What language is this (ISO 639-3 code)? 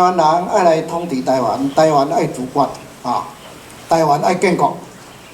nan